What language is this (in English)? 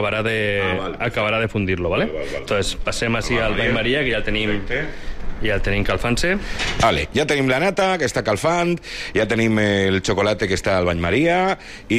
Catalan